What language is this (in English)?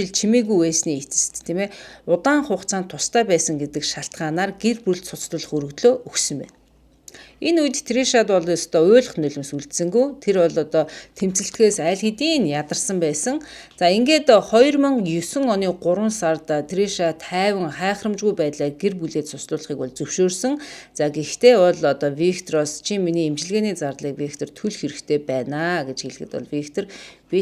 Mongolian